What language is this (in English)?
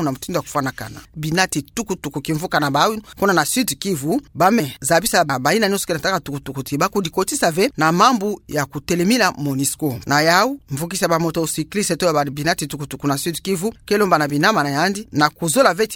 Kituba (Democratic Republic of Congo)